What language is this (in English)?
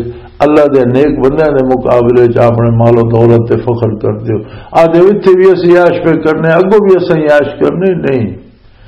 Western Panjabi